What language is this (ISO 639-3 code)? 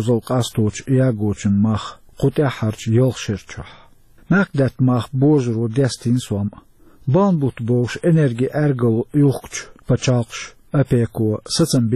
che